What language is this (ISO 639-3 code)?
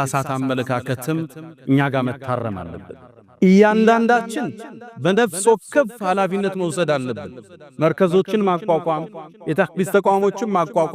amh